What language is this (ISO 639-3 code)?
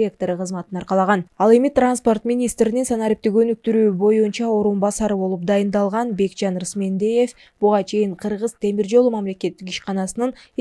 kir